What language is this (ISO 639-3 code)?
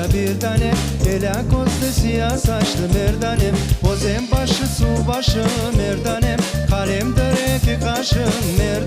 crh